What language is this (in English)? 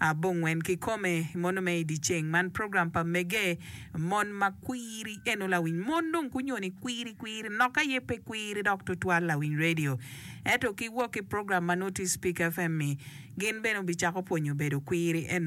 Acoli